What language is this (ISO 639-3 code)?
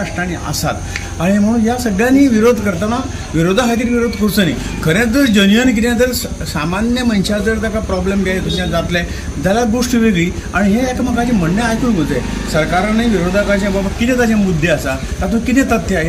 kok